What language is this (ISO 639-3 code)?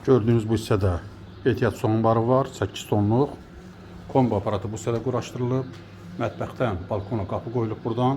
aze